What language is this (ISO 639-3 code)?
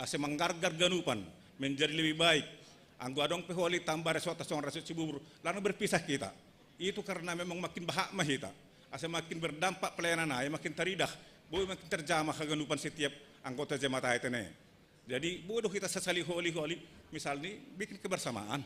bts